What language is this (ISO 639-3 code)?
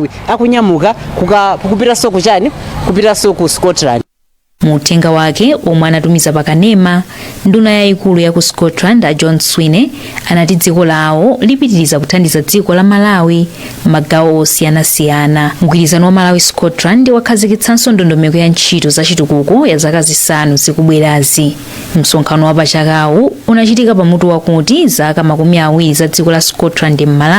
nya